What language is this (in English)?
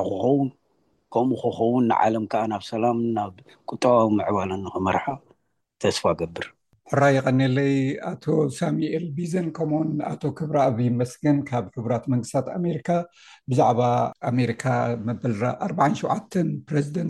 Tigrinya